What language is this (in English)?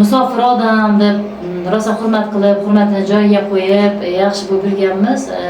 Uzbek